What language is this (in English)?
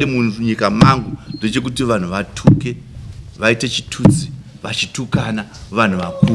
Shona